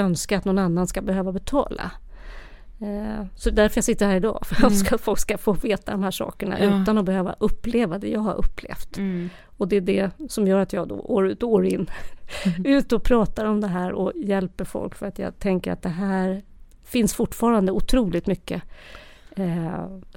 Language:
Swedish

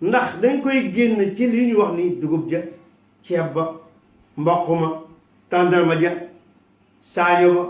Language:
Wolof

